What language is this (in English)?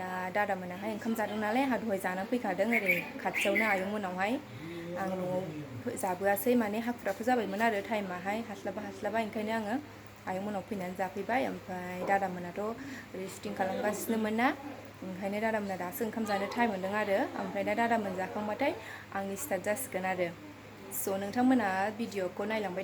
Bodo